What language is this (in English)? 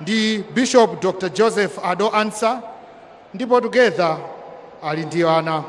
Nyanja